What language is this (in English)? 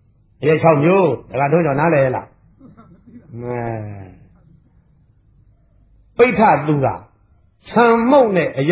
Burmese